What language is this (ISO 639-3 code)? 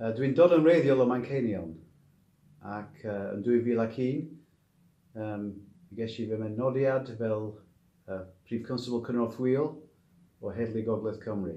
cym